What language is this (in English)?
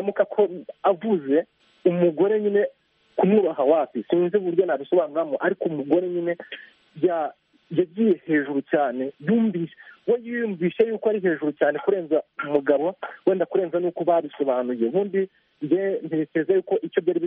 Kinyarwanda